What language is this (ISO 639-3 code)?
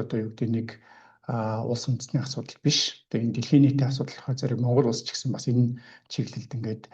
mon